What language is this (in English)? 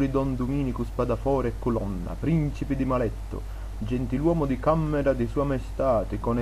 Sicilian